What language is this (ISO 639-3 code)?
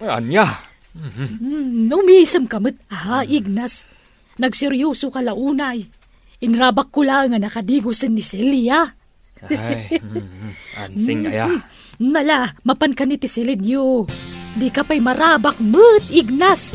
ilo